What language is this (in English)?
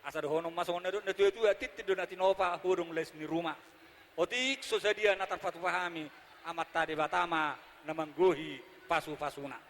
Batak Toba